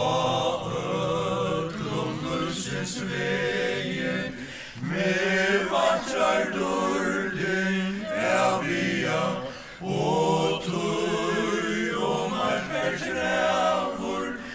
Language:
Faroese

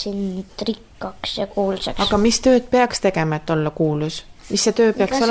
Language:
Estonian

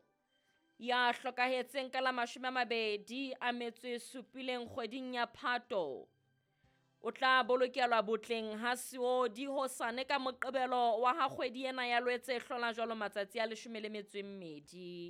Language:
Southern Sotho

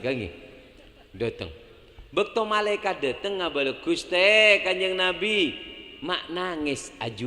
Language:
Madurese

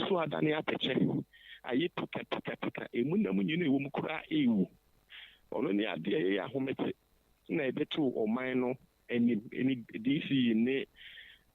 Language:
Akan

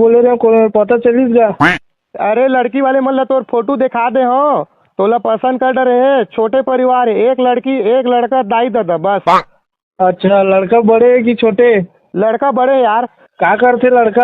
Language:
Chhattisgarhi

